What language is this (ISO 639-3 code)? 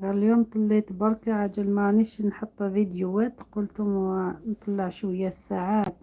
arq